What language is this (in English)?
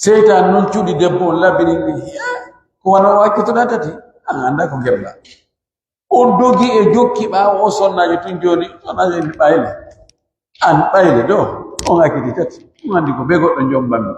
Pular